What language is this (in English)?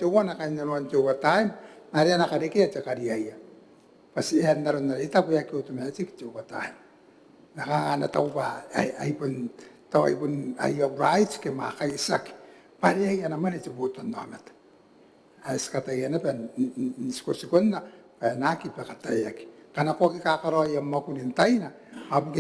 Gilbertese